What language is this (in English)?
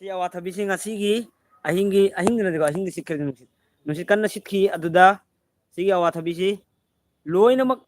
Manipuri